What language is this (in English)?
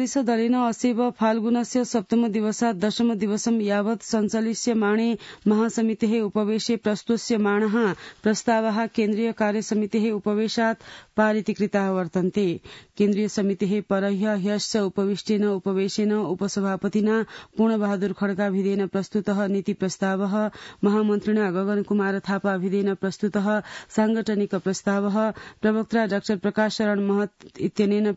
Sanskrit